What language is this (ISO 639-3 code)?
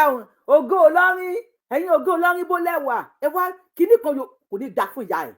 yor